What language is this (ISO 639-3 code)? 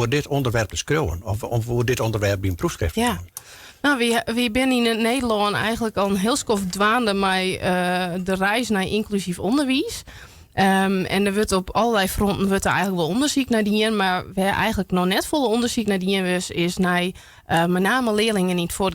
fry